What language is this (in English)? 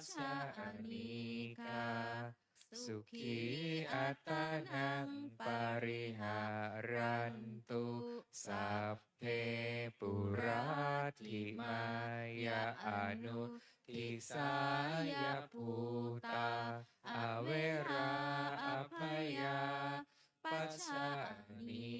Pali